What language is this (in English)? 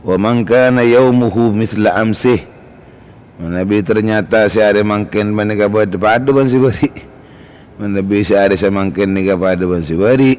Madurese